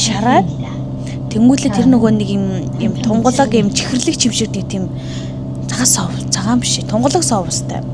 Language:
Mongolian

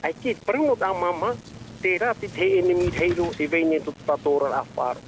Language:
Tahitian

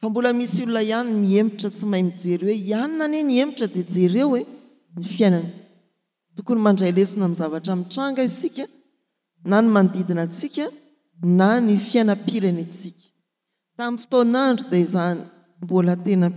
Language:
Malagasy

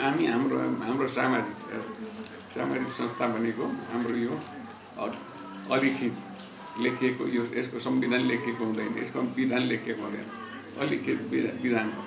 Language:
Nepali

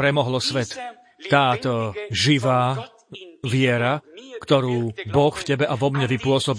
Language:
Slovak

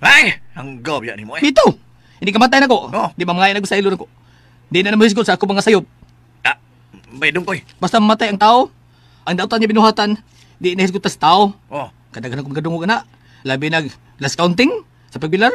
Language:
Cebuano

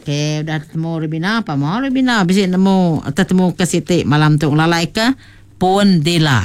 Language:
Iban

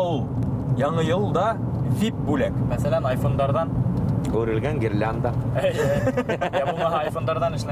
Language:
Bashkir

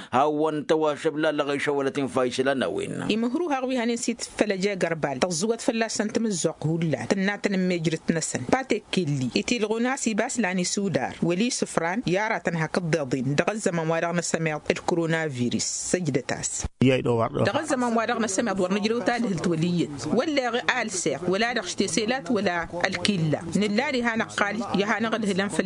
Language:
Tamasheq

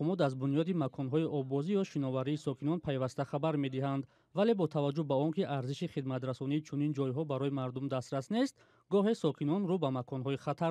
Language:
Tajik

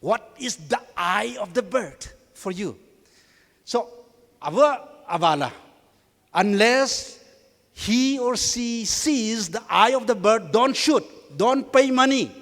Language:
Tangkhul Naga (India)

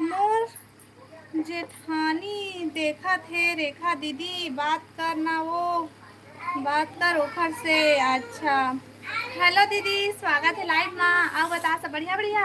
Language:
Chhattisgarhi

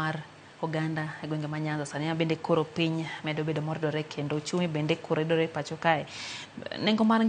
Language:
Luo (Kenya and Tanzania)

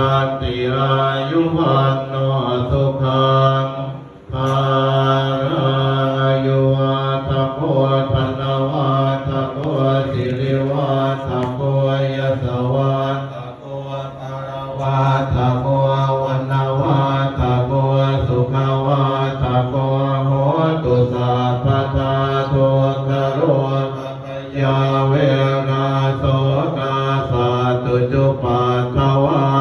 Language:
Pali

